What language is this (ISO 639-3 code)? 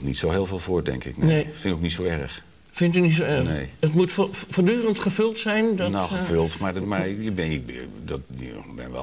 nld